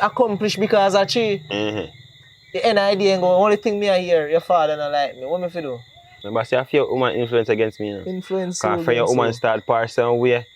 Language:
Jamaican Creole English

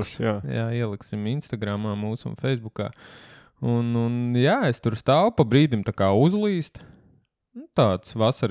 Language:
Latvian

